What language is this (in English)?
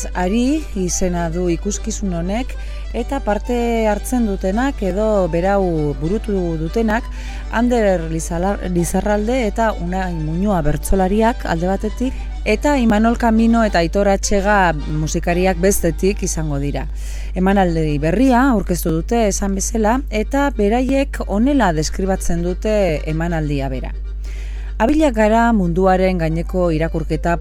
Basque